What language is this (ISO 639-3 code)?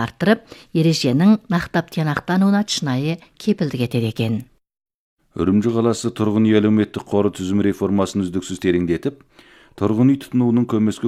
kaz